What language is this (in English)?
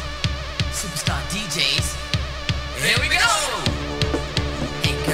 Danish